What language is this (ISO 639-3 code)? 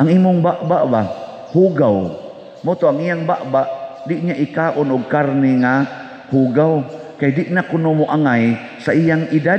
ceb